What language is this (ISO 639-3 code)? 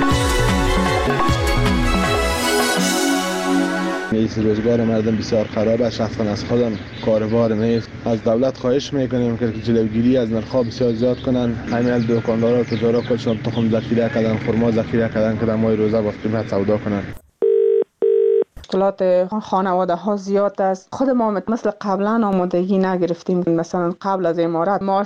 fas